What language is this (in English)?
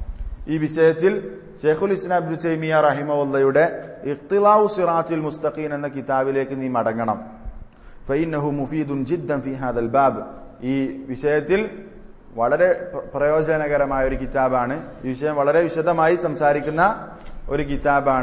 Malayalam